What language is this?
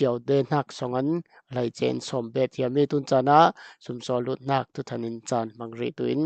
Falam Chin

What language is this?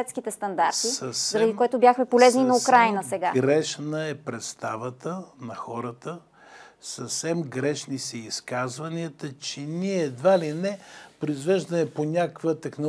Bulgarian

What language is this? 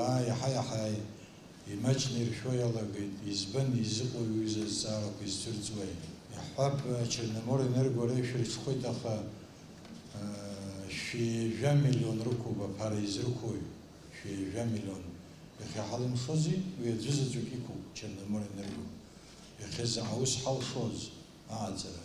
Abkhazian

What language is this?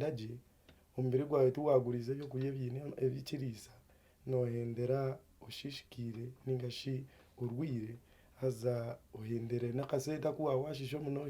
Nyankole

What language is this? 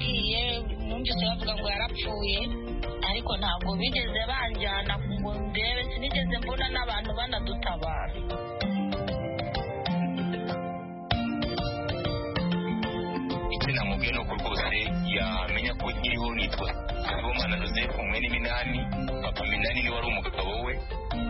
Kinyarwanda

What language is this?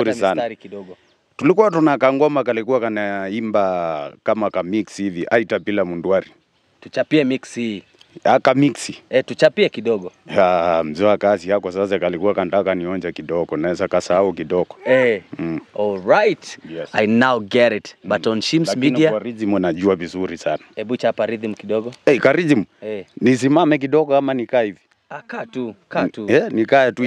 Swahili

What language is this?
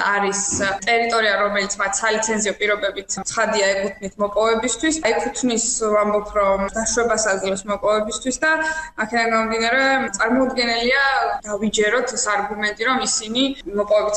Georgian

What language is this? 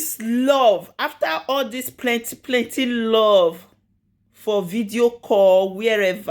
Nigerian Pidgin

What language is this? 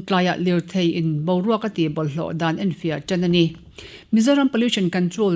Mizo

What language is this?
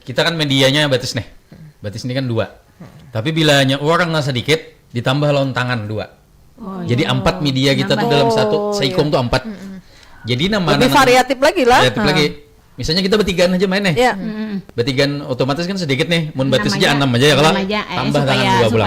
Banjar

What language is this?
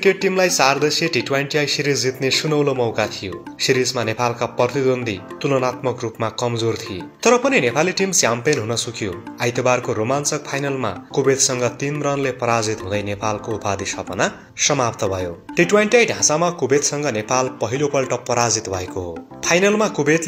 Nepali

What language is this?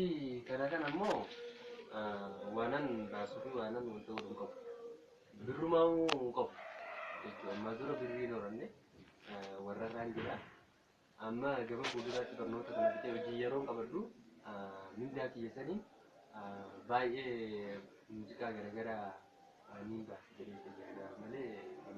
Oromo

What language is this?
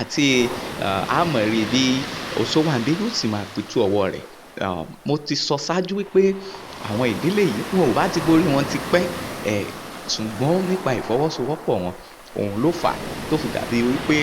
Yoruba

